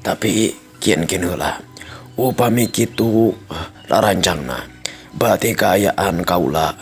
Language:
Sundanese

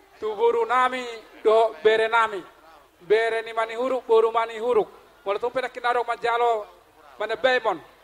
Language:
Batak Toba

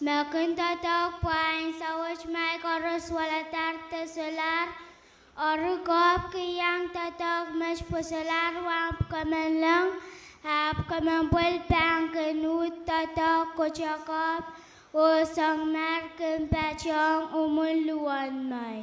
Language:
Pohnpeian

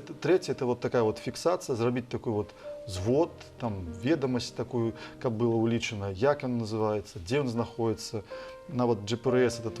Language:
Belarusian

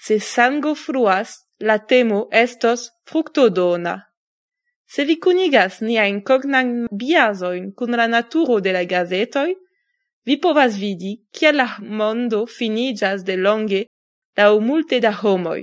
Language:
Esperanto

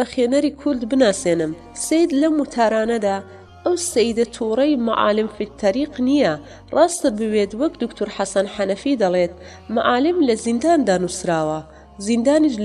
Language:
Central Kurdish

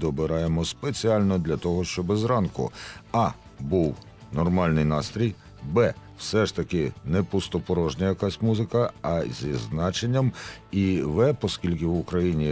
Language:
Ukrainian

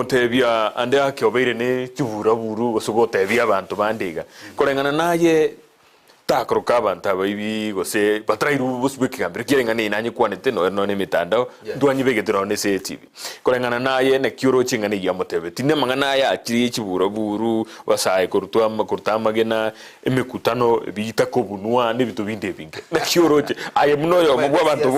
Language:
Gusii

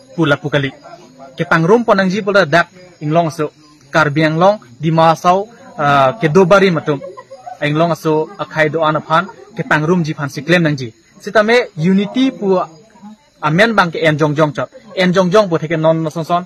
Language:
Karbi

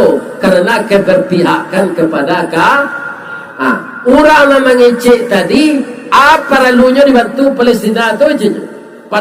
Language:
Minangkabau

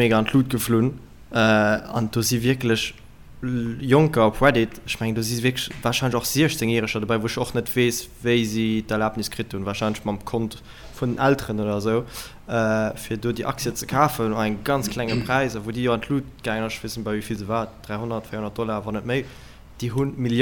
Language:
Luxembourgish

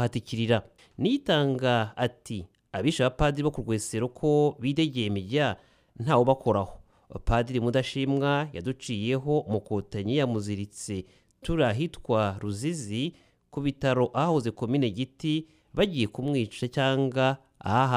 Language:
Kinyarwanda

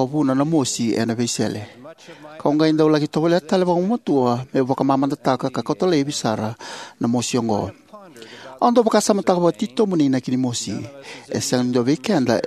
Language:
Fijian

